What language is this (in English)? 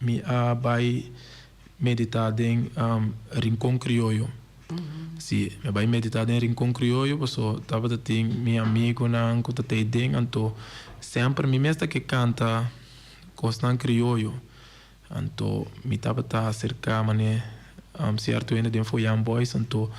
Papiamento